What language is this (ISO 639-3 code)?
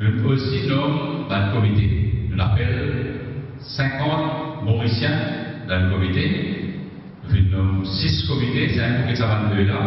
mfe